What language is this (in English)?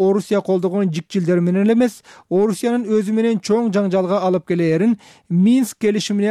Kyrgyz